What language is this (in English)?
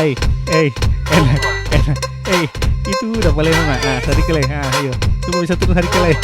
Ambonese Malay